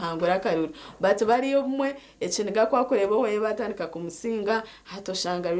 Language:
Nyankole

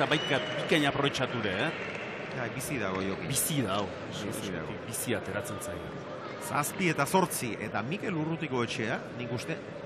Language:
Basque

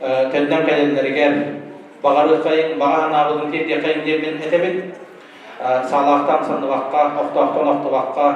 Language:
Yakut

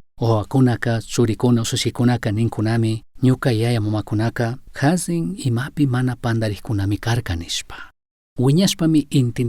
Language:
Chimborazo Highland Quichua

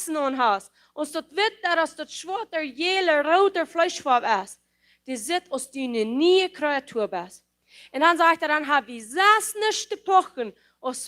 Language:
Plautdietsch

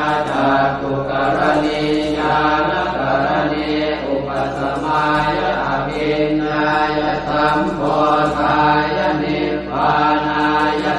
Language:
Pali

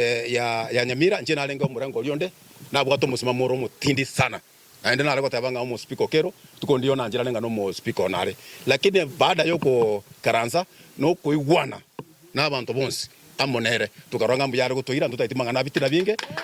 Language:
Gusii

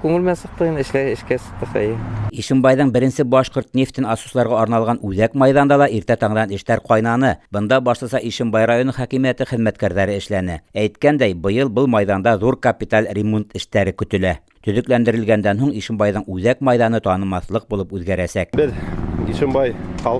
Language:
Bashkir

